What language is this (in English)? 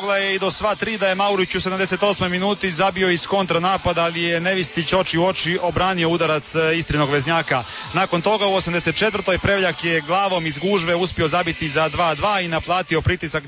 Croatian